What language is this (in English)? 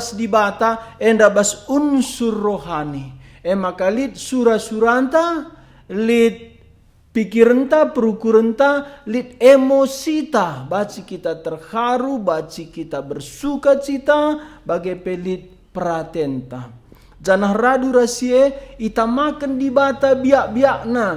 Batak Karo